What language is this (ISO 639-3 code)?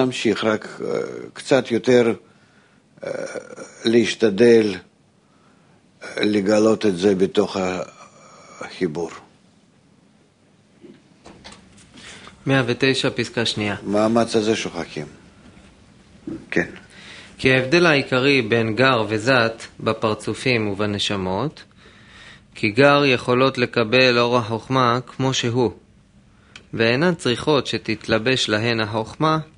heb